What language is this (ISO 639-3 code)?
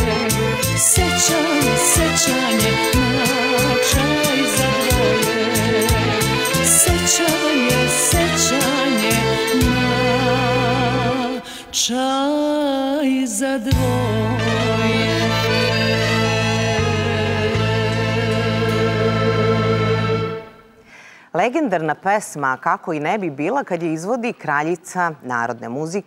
srp